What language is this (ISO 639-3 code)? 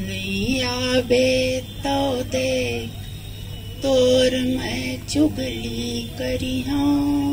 hne